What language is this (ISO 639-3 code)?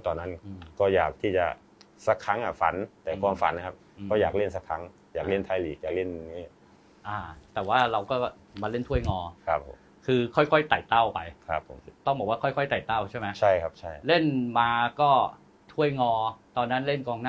tha